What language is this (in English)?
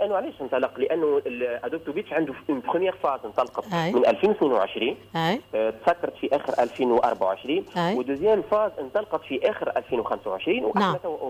Tunisian Arabic